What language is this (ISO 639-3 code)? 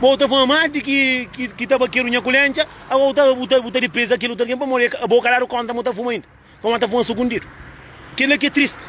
kea